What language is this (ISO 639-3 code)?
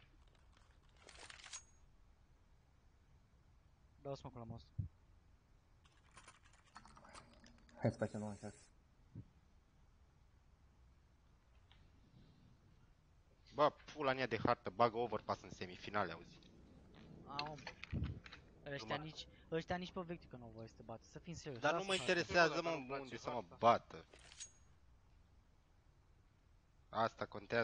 ron